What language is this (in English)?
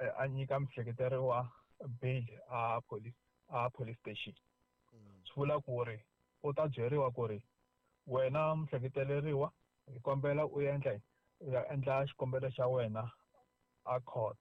Tsonga